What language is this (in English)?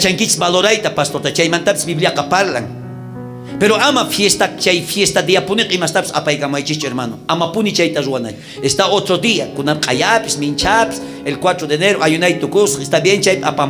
South Bolivian Quechua